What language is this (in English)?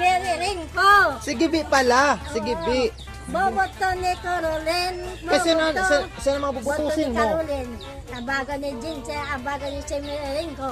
Waray